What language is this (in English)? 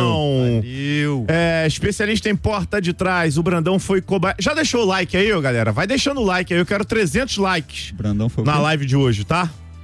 Portuguese